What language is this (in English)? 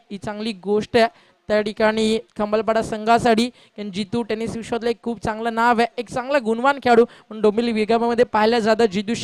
Marathi